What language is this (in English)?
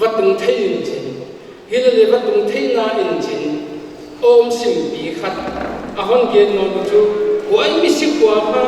Paite Chin